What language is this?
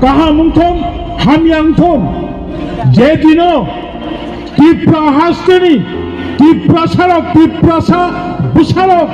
Kok Borok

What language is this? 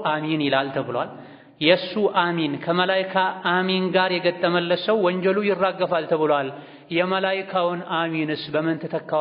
Amharic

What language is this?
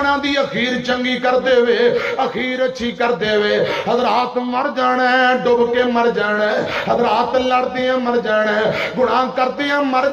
Western Panjabi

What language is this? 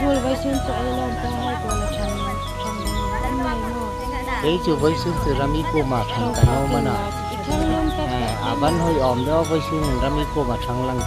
Hmar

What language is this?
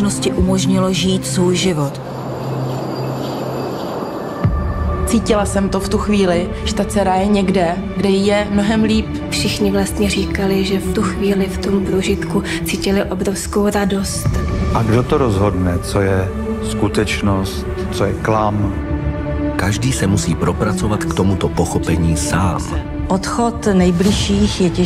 Czech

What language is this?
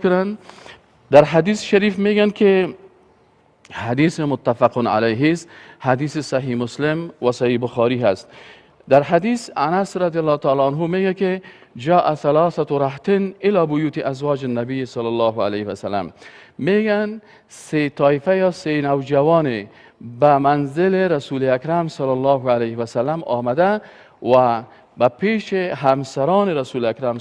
Persian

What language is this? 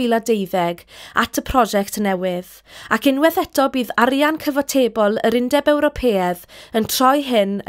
Welsh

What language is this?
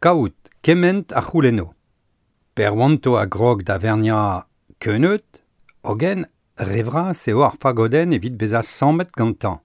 Breton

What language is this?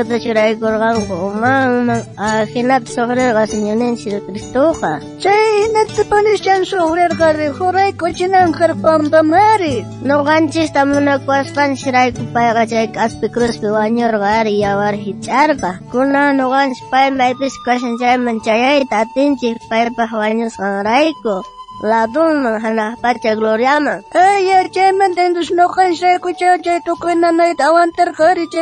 South Bolivian Quechua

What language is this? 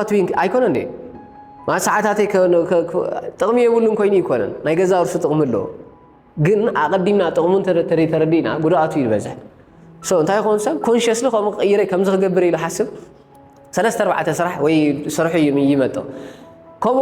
Tigrinya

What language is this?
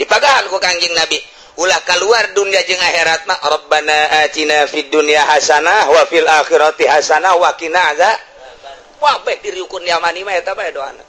Sundanese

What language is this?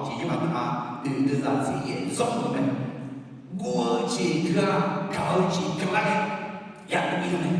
Akha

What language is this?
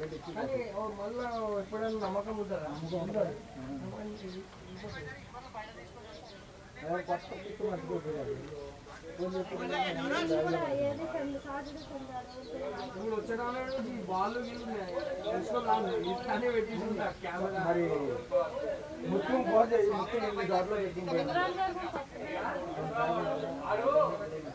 Telugu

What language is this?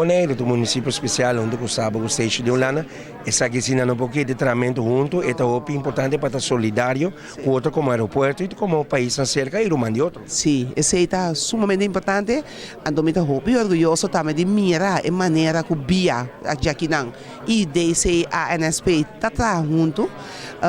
Papiamento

